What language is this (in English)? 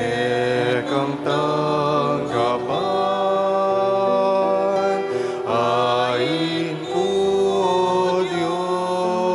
Pampanga